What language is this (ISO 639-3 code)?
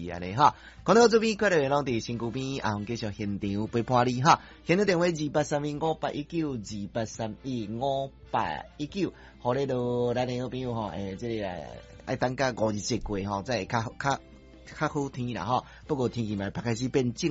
nan